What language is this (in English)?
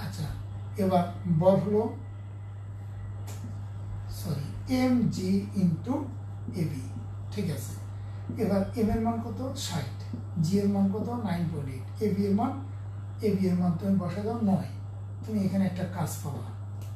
Bangla